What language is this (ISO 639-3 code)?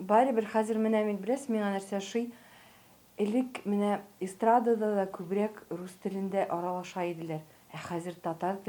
tat